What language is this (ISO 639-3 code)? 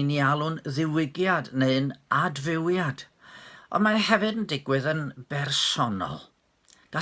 cym